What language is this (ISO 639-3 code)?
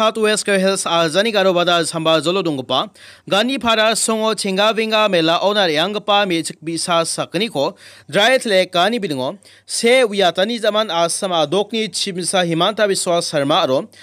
grt